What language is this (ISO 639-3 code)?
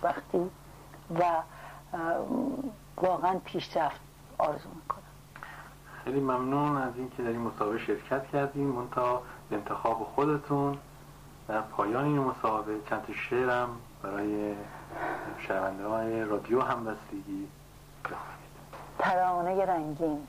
fas